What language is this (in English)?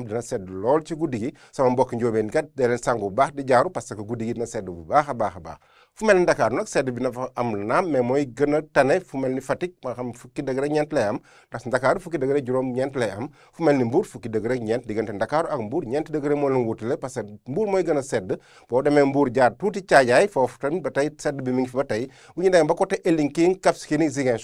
Wolof